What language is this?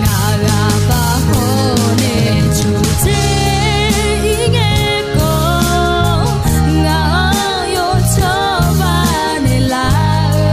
Akha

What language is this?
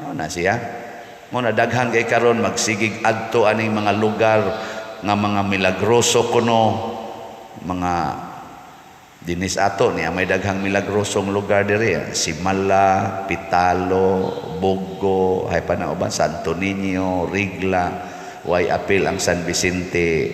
Cebuano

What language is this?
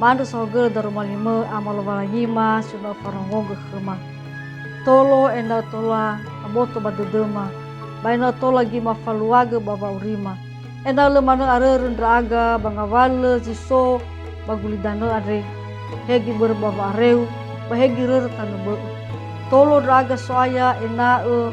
Nias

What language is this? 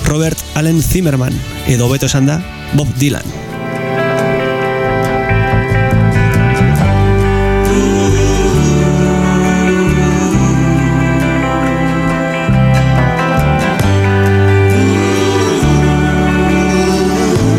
Basque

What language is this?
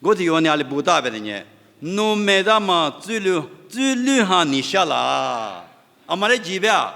Lisu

